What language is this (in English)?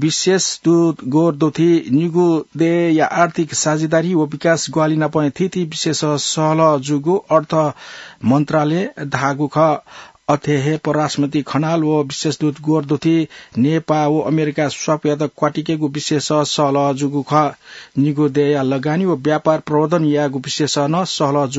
Newari